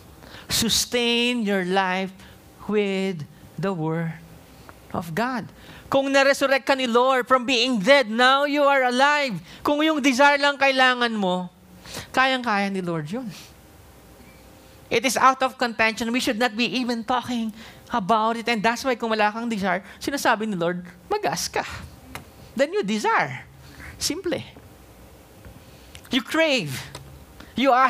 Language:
Filipino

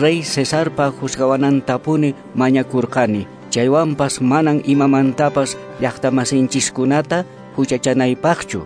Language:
Quechua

